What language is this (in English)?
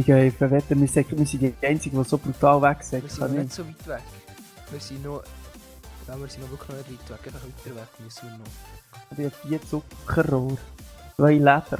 Swiss German